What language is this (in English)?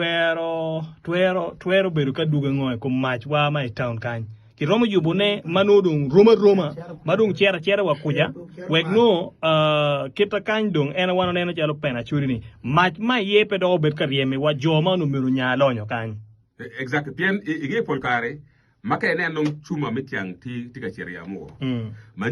Acoli